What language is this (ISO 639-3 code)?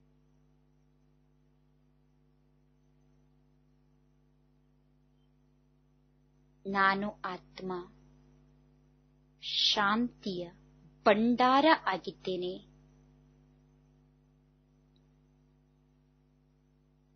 kan